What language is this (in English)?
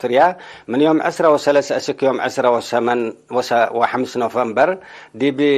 Tigre